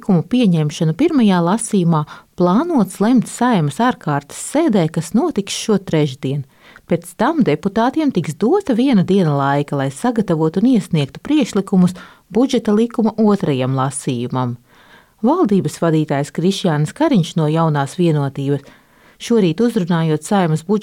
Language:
Latvian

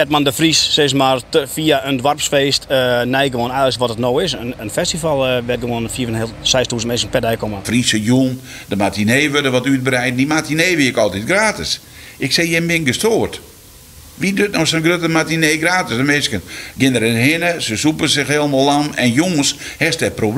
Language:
Western Frisian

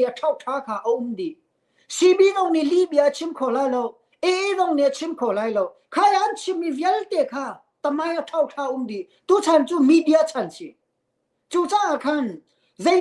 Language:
Hakha Chin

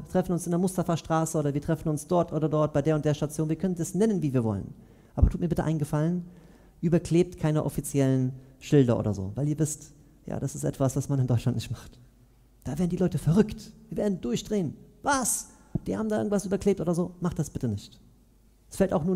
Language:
German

